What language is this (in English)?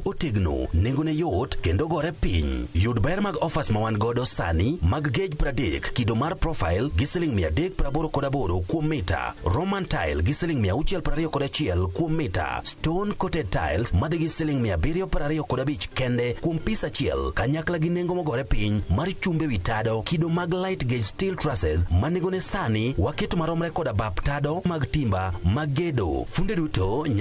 Luo (Kenya and Tanzania)